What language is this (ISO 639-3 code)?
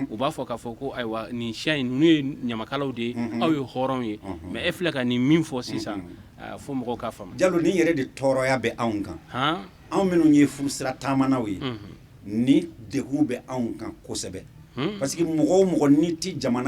bam